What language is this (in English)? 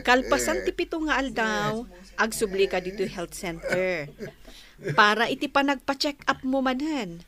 Iloko